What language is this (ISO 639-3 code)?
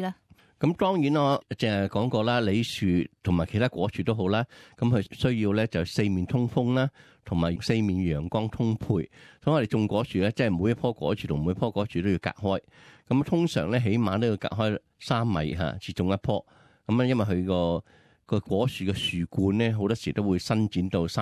yue